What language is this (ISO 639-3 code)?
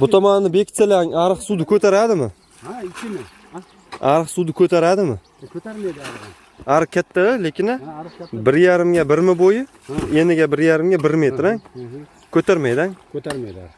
uzb